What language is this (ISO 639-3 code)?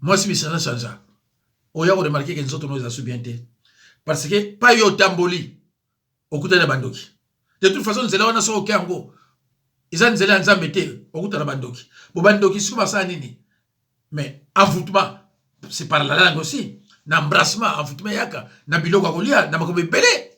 lin